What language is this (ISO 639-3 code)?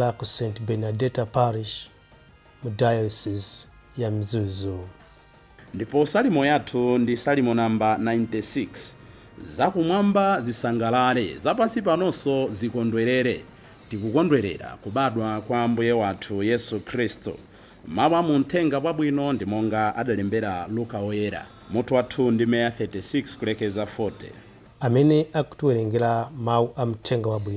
nya